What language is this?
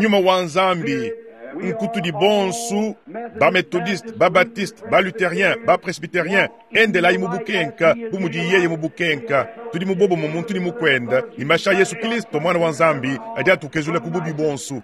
Luba-Lulua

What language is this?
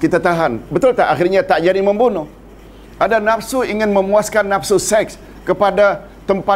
Malay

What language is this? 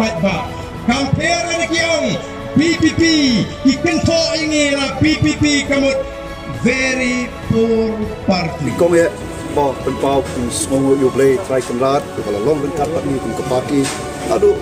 Khasi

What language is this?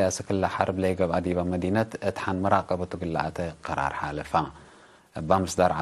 Tigre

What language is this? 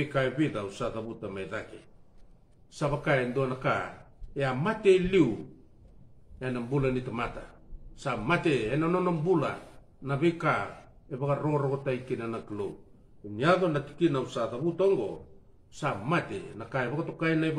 Fijian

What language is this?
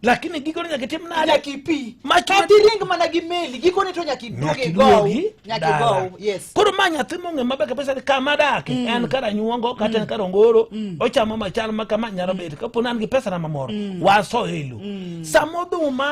Luo (Kenya and Tanzania)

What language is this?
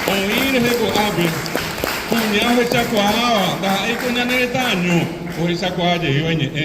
Guarani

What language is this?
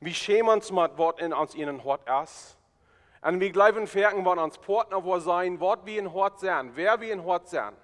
Plautdietsch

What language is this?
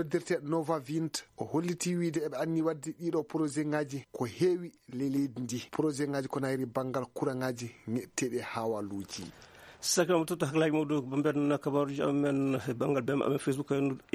Fula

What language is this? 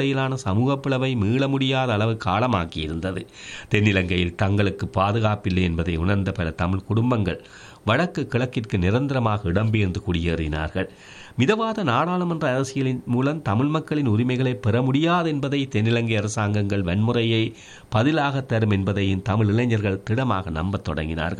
Tamil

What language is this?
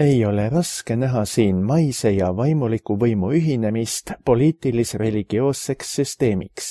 Estonian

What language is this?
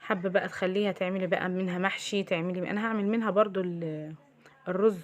Egyptian Arabic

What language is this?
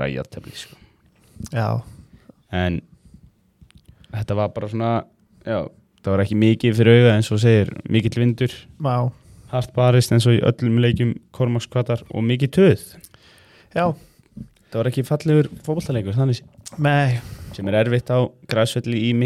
Icelandic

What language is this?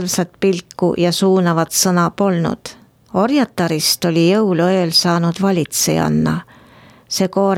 Estonian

